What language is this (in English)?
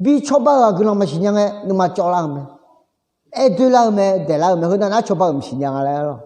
Akha